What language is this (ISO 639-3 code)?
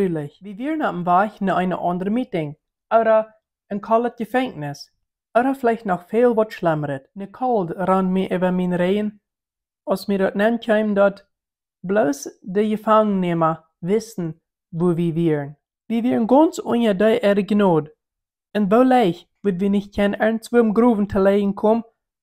pdt